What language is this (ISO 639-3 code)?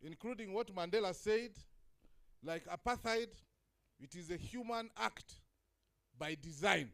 ach